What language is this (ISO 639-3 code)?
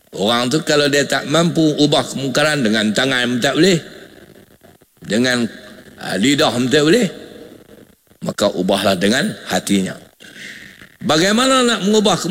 msa